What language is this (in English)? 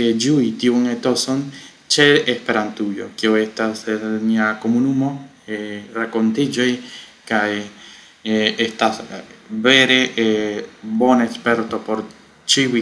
Esperanto